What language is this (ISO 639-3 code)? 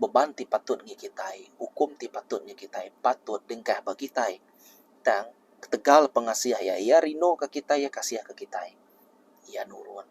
iba